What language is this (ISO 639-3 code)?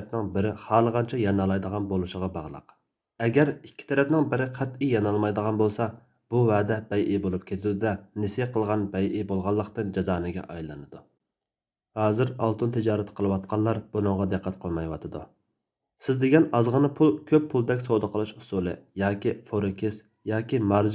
uig